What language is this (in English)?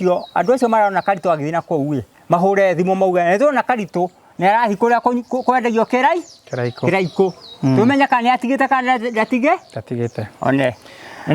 Kikuyu